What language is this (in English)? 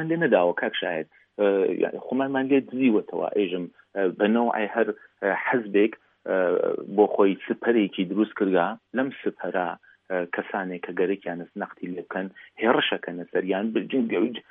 Central Kurdish